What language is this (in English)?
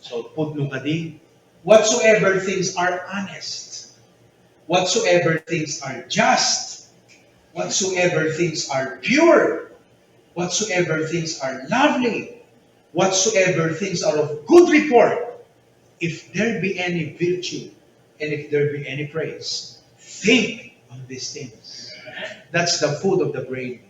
Iloko